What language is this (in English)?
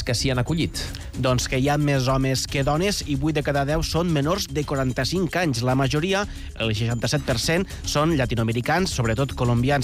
Catalan